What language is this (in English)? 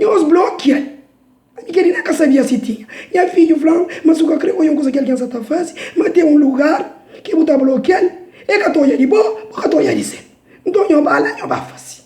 Kabuverdianu